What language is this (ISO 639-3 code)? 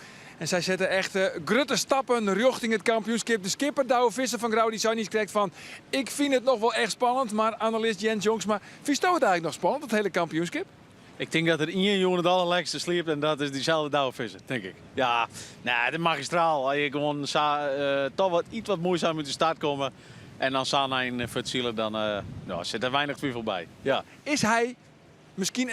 fry